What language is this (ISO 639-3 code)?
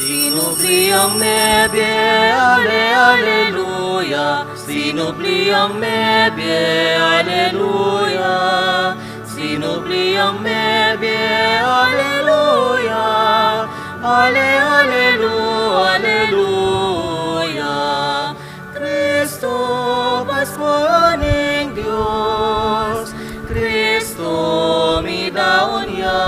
pam